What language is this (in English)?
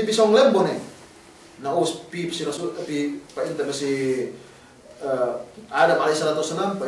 Yakan